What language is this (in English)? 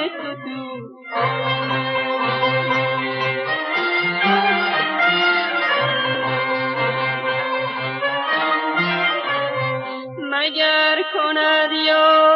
Persian